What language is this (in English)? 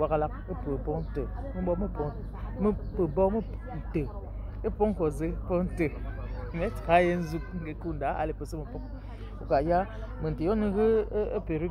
Yemba